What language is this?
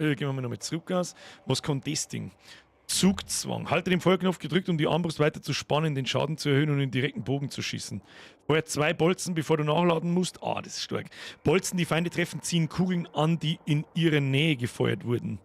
Bavarian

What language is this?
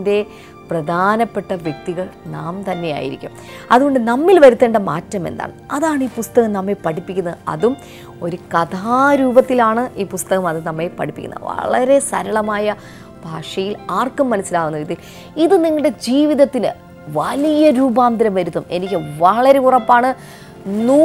Malayalam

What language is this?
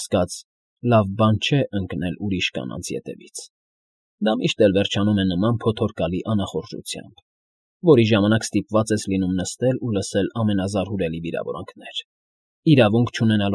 Armenian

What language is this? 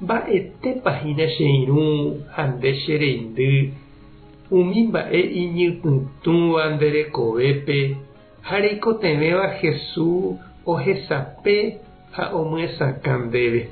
Guarani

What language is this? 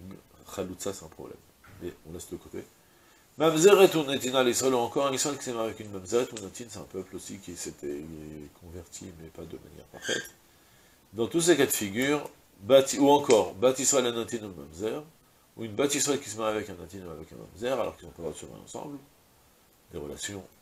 French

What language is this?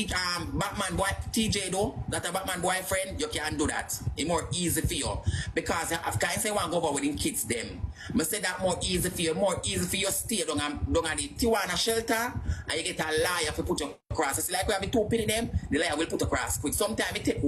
Jamaican Creole English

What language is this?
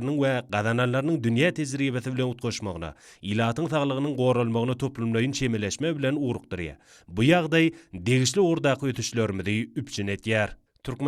Turkmen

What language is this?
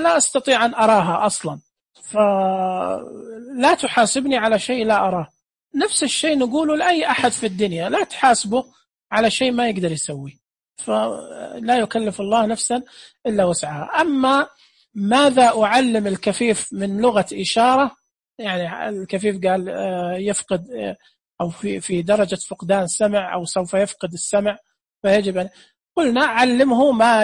Najdi Arabic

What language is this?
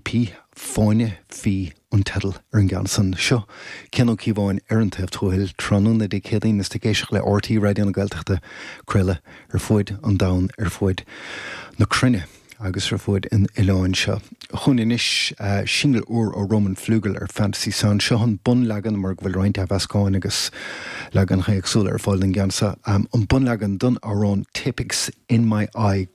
Irish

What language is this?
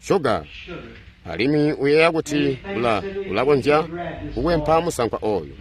Tonga (Zambia)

